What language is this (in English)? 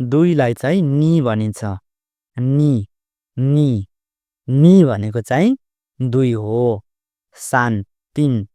Nepali